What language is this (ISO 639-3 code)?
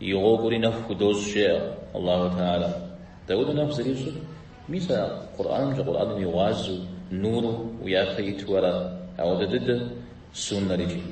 kbd